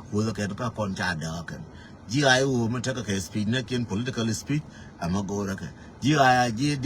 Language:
Nuer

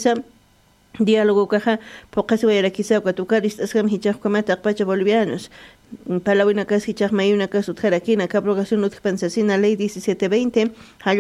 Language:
Aymara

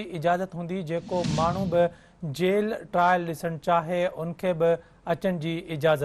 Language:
Sindhi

